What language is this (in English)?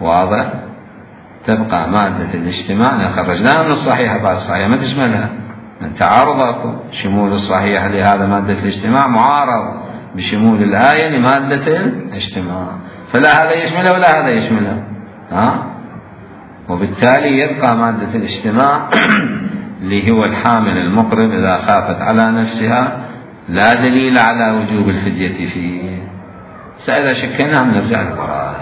Mesopotamian Arabic